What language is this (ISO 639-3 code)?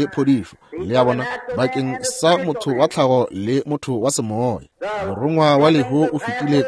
nso